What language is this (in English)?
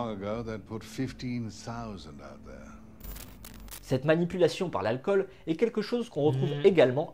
French